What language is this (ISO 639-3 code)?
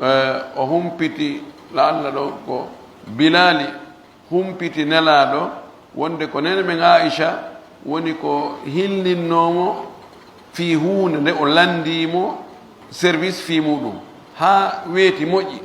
fuf